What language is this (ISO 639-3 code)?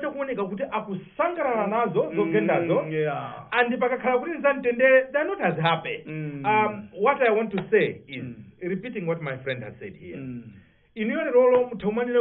nya